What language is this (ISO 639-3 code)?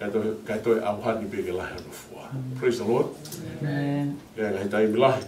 ton